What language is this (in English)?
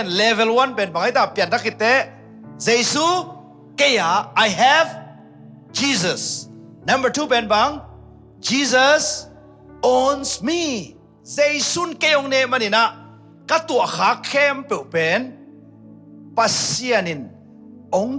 Tedim Chin